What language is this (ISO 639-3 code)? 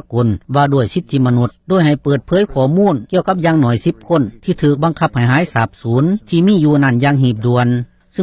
lao